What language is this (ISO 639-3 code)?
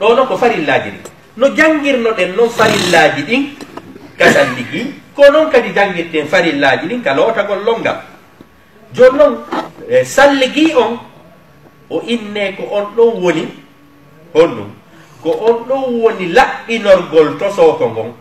ful